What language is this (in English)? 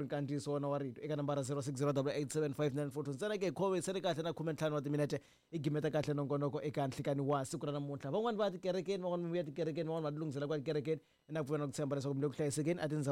Tsonga